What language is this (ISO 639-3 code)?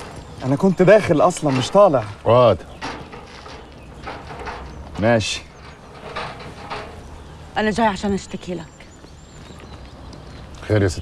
arz